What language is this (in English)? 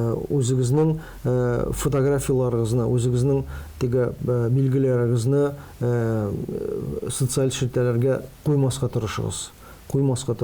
Tatar